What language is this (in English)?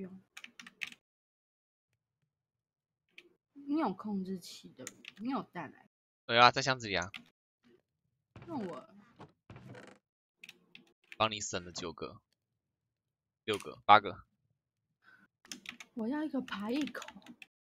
Chinese